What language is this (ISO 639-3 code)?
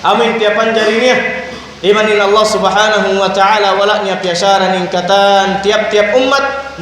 tsg